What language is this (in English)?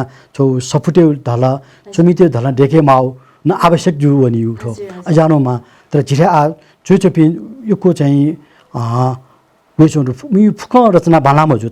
Newari